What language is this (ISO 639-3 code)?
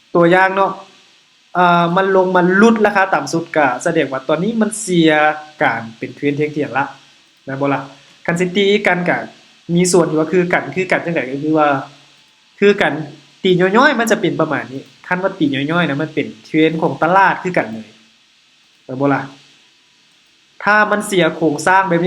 lao